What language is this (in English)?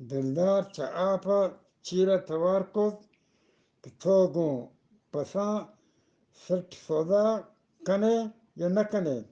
Eastern Balochi